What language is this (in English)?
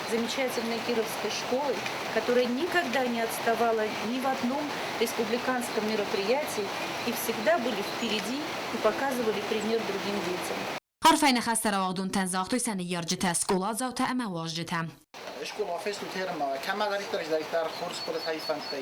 Ossetic